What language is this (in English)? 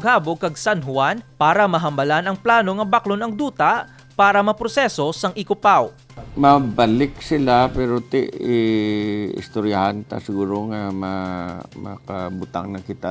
Hiligaynon